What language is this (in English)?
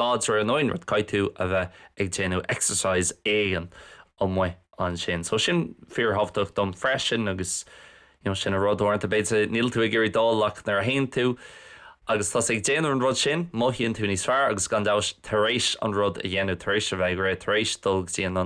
Irish